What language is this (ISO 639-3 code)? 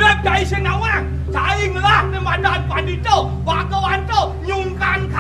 ban